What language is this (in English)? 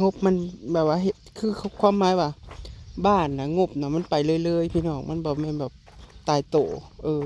Northeastern Thai